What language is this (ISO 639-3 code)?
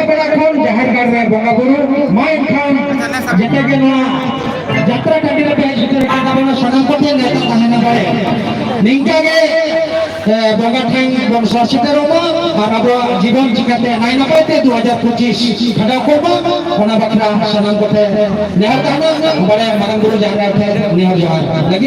sat